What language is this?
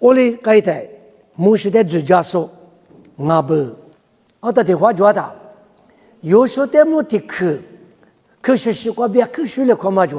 Lisu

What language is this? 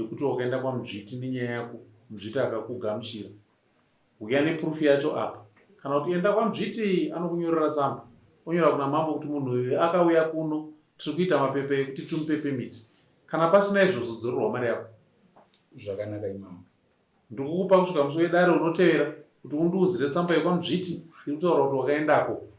Shona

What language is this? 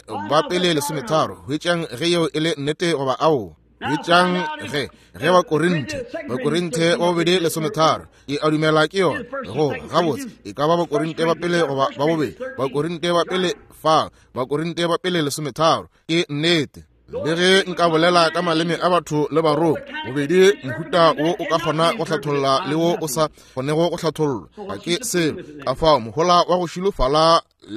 Northern Sotho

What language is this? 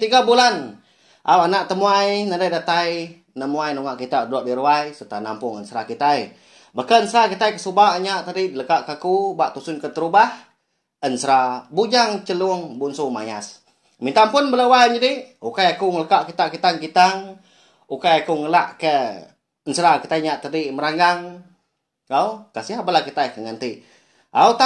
Iban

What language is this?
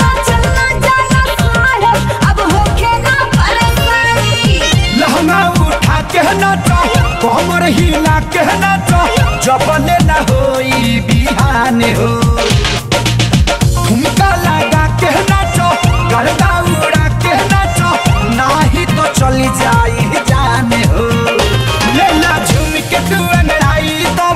Bhojpuri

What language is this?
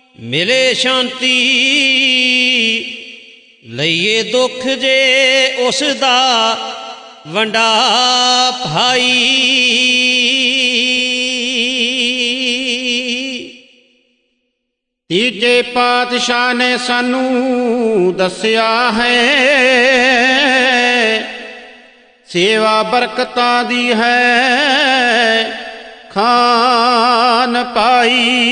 Punjabi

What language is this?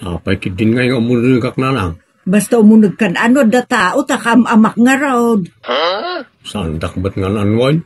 Iloko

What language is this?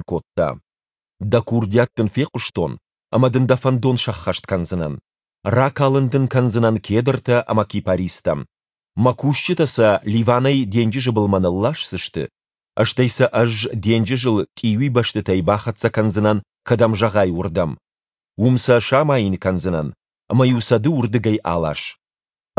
Ossetic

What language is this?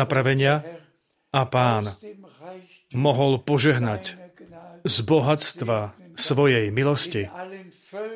Slovak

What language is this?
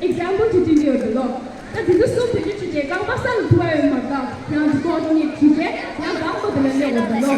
Tibetan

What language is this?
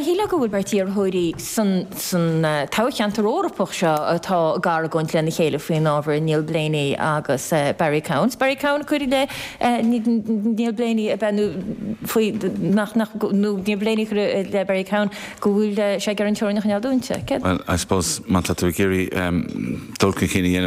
Irish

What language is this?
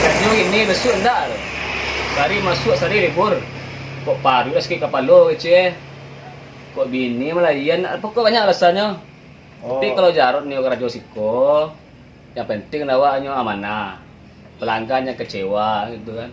Minangkabau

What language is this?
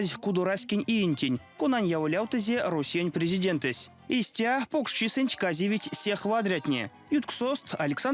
Erzya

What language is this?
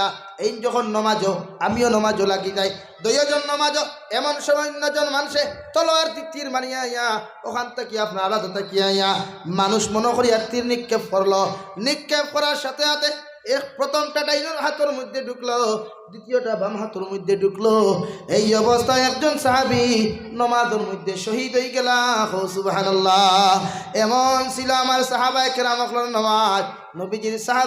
Sylheti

